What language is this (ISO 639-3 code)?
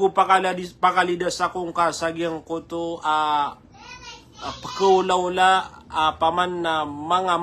mrw